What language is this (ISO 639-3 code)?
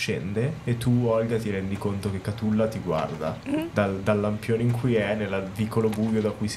ita